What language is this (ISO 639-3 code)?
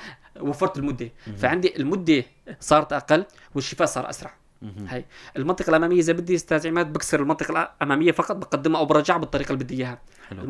apc